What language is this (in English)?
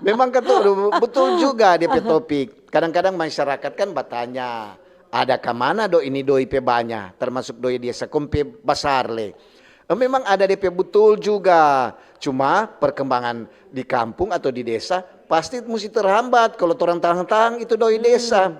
Manado Malay